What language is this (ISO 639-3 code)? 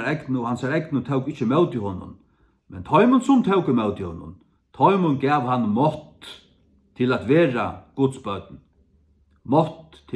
fao